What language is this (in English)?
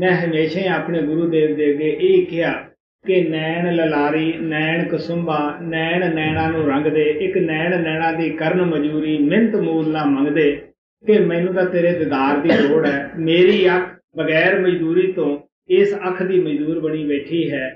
Punjabi